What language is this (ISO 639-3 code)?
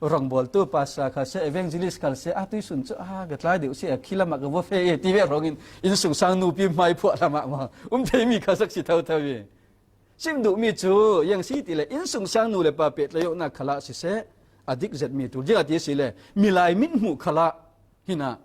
cfm